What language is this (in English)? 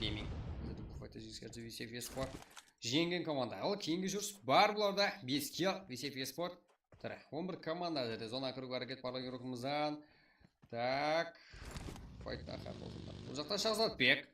Kara-Kalpak